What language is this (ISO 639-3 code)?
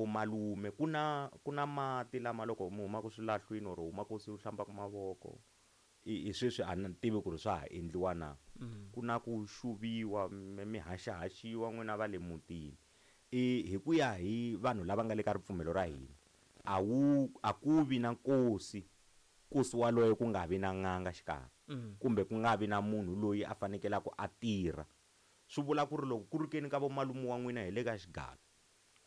tso